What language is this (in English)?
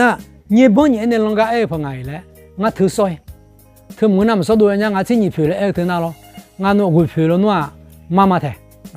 Akha